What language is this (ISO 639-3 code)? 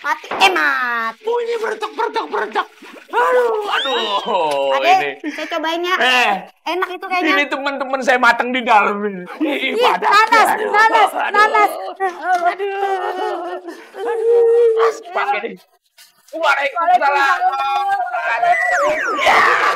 bew